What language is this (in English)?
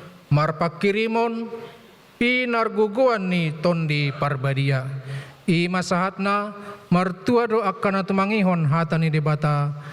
Batak Toba